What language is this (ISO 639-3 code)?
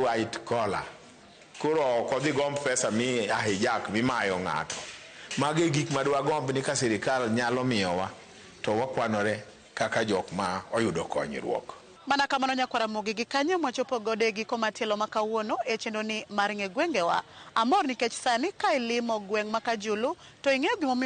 luo